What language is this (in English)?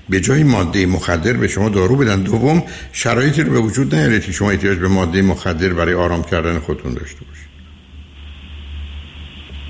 Persian